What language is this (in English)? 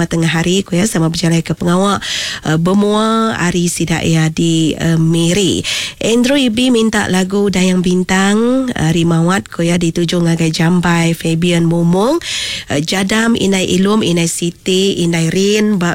Iban